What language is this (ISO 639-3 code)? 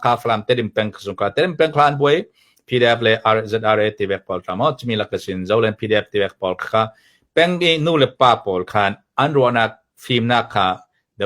cfm